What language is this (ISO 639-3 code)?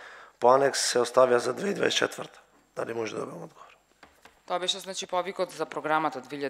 mkd